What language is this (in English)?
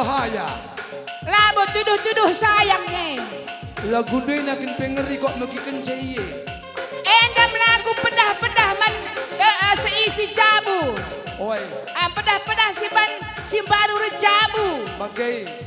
Batak Karo